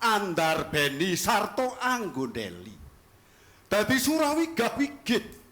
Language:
Javanese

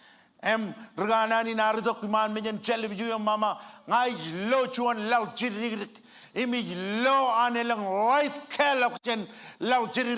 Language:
Marshallese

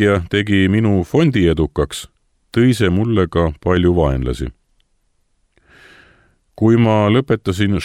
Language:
Estonian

